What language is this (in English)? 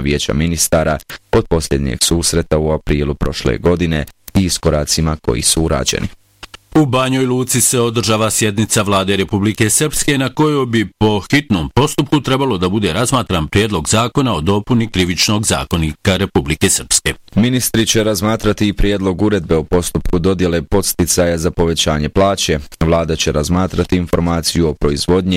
Bosnian